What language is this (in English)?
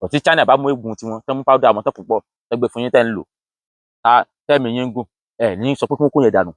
Yoruba